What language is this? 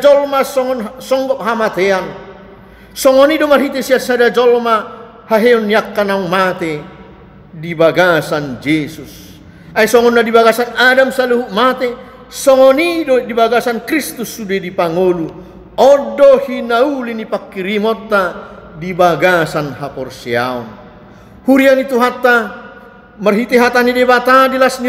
Batak Toba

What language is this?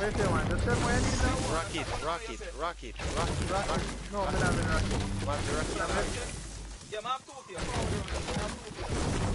Jamaican Creole English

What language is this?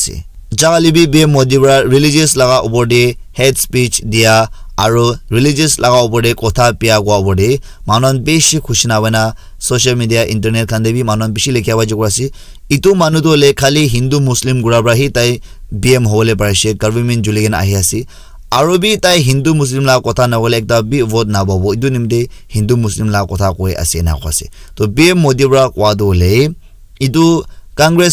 Naga Pidgin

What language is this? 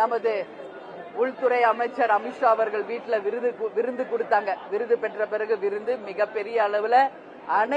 Tamil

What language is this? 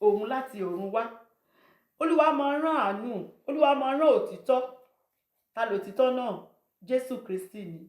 Yoruba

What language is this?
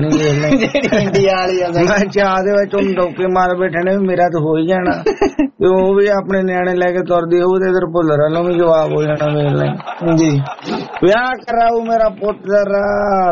Punjabi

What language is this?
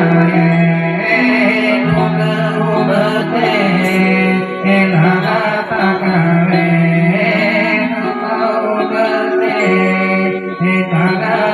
Santali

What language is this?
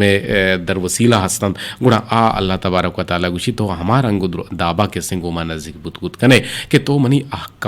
Eastern Balochi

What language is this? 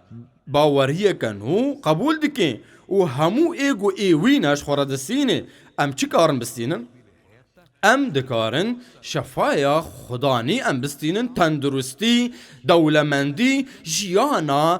Kurdish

